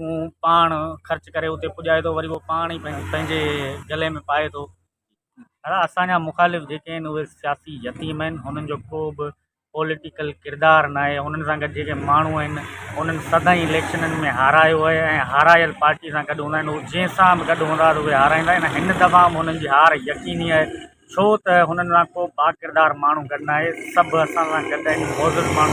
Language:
Sindhi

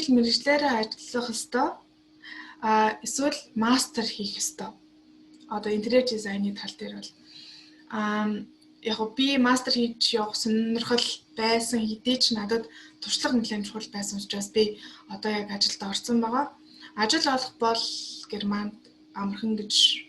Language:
Mongolian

